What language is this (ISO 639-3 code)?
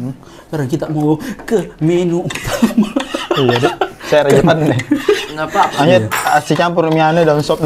mfp